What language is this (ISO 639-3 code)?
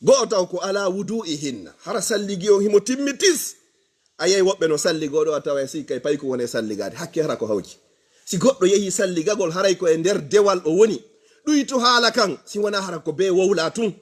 ful